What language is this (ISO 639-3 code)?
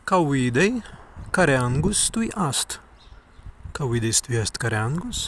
prg